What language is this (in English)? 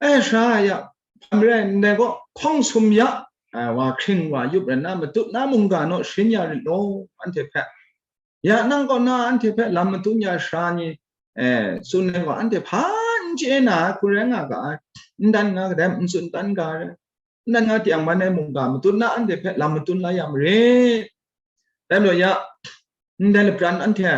Kachin